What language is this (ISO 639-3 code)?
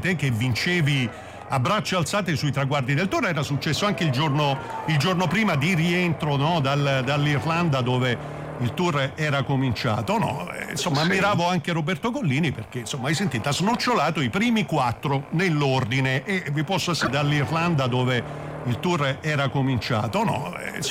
ita